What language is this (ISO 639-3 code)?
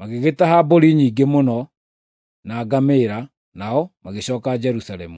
kik